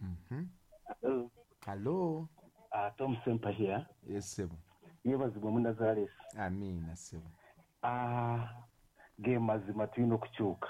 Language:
Ganda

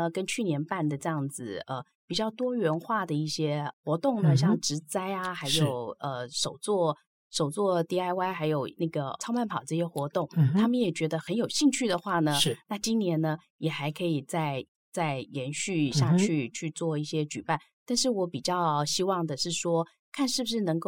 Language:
Chinese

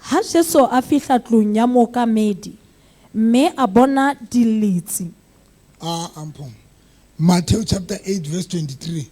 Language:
Southern Sotho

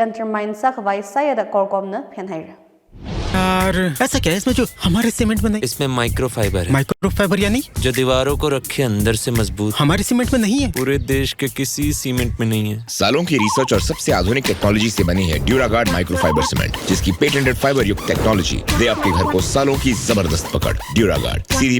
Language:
Tangkhul Naga (India)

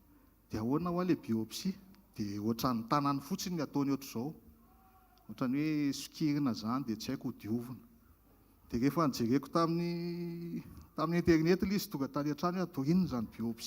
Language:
Malagasy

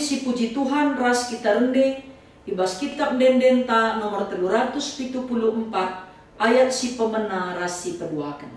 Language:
Batak Karo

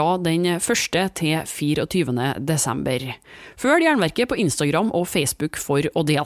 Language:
Norwegian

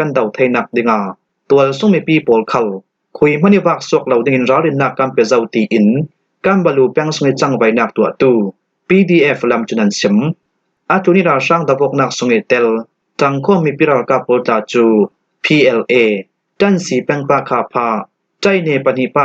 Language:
Falam Chin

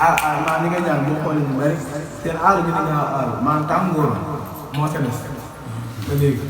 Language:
Wolof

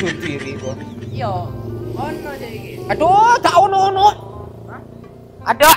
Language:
Madurese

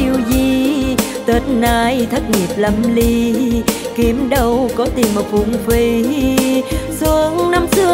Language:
Vietnamese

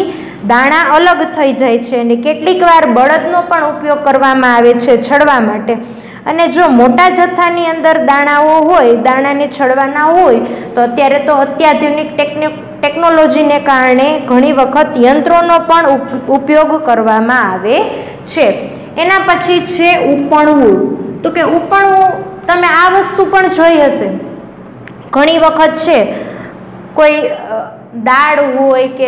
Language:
Gujarati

